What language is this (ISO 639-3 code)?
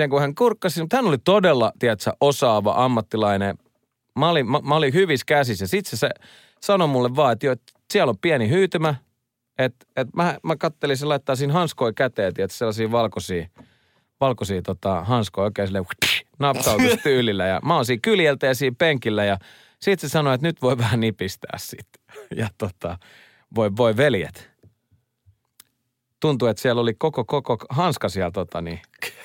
fin